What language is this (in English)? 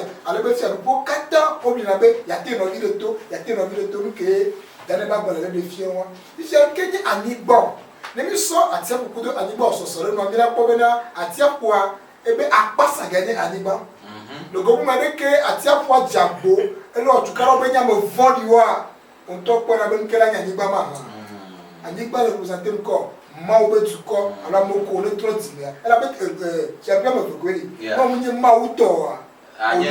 Ewe